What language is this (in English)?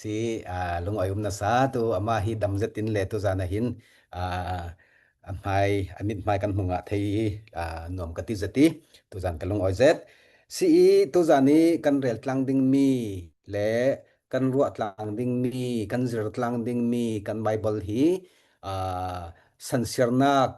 Falam Chin